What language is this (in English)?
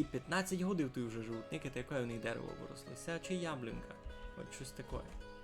Rusyn